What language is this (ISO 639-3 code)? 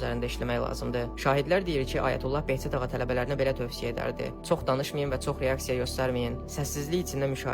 aze